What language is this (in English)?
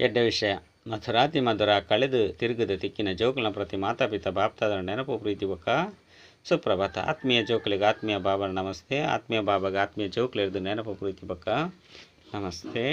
Tulu